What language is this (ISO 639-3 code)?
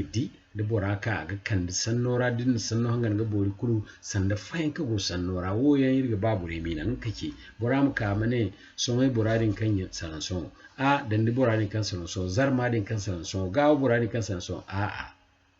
dje